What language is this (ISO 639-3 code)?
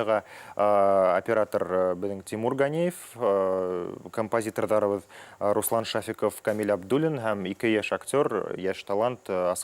bak